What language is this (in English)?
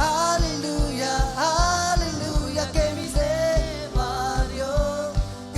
Marshallese